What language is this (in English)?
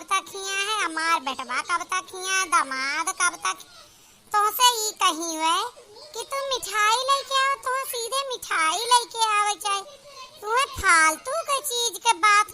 Awadhi